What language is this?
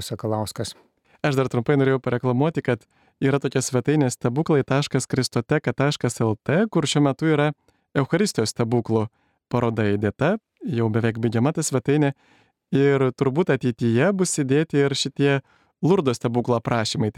Lithuanian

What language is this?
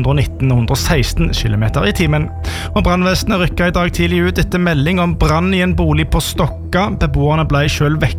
Norwegian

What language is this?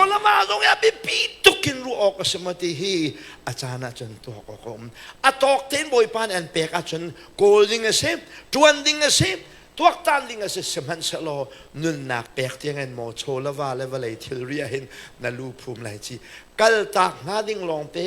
Hakha Chin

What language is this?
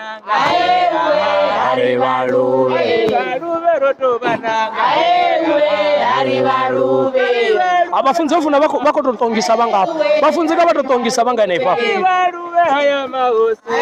Venda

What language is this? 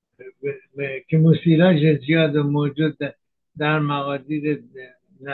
Persian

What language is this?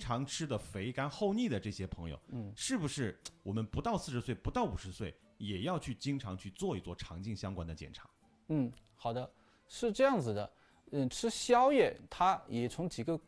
Chinese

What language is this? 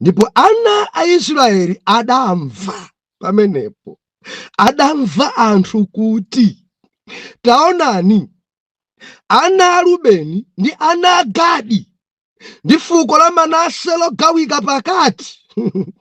Nyanja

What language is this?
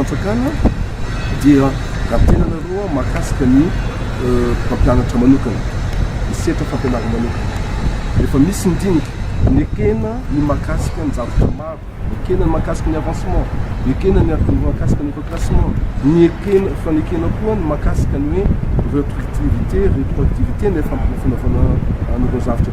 Malagasy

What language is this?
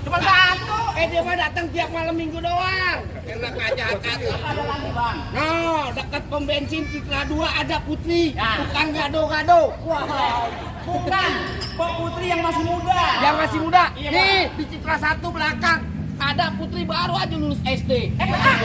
Betawi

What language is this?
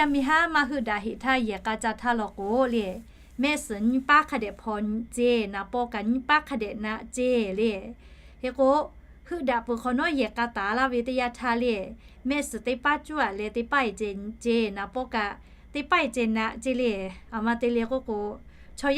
Lahu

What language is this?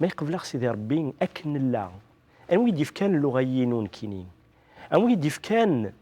Kabyle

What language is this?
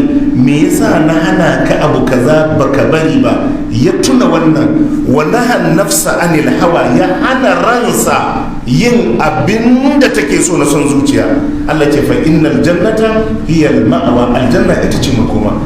Hausa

